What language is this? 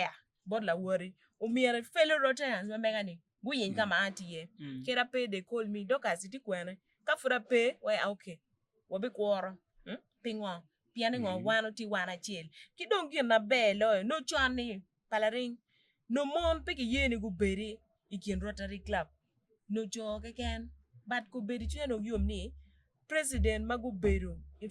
Acoli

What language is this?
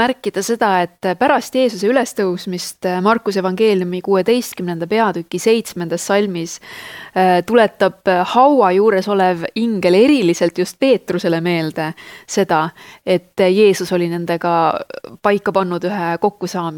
Estonian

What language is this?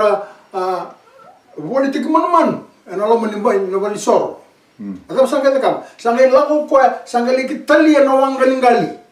Fijian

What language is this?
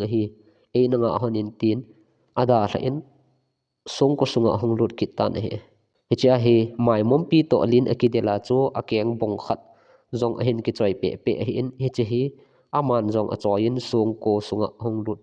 Thado Chin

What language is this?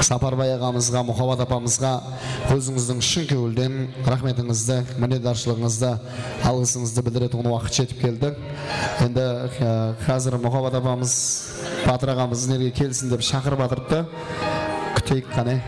Kara-Kalpak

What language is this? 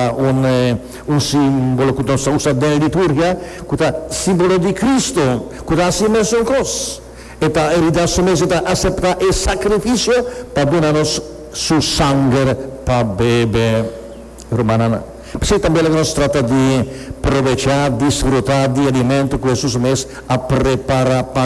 Papiamento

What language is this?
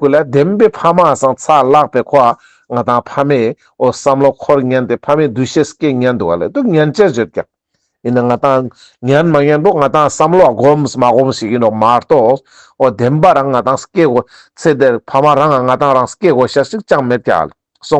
Ladakhi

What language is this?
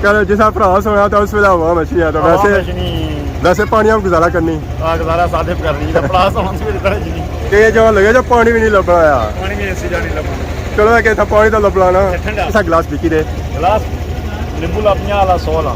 Pahari-Potwari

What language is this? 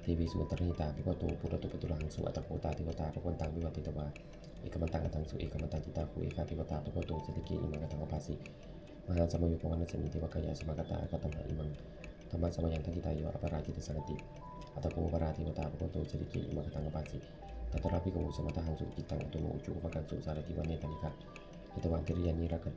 Pali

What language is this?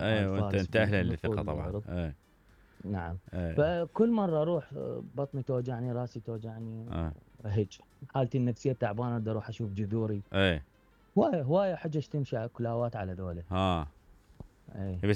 Mesopotamian Arabic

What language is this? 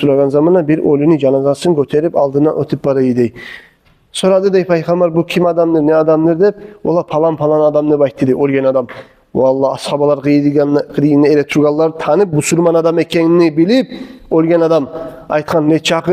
Kumyk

